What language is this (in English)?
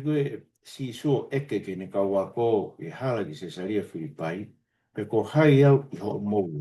Tongan